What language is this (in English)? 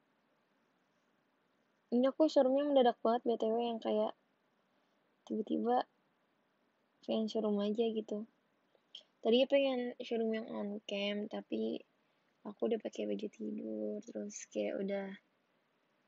Indonesian